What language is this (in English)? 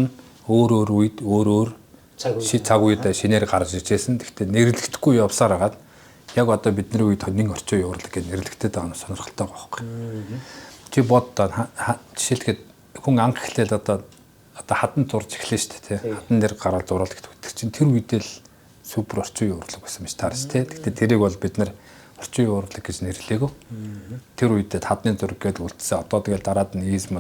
Mongolian